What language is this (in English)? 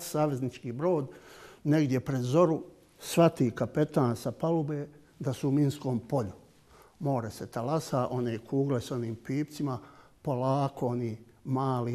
Bosnian